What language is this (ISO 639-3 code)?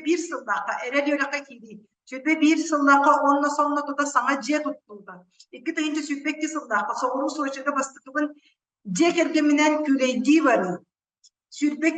sah